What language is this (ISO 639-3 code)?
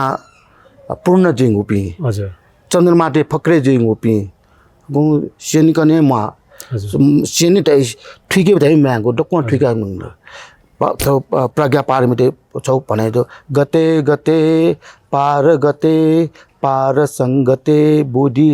new